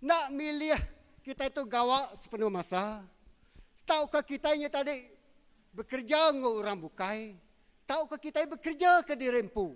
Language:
Iban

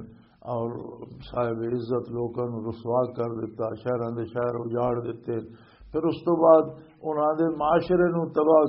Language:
Western Panjabi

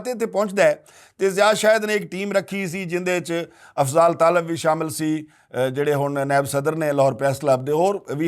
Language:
Western Panjabi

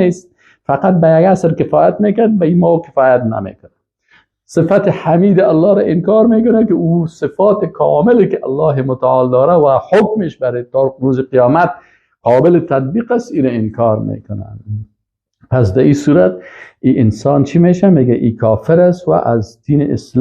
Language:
Persian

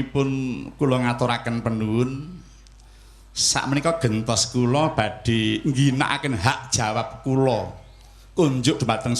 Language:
Javanese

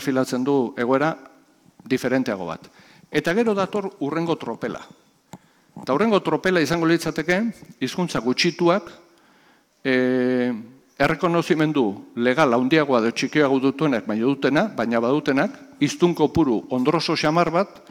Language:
Basque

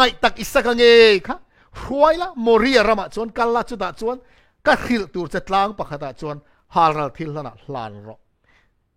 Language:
Mizo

